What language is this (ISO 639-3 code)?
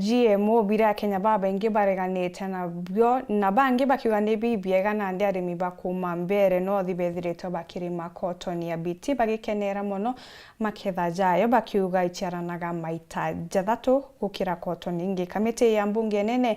mer